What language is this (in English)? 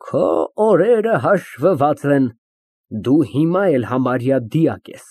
Armenian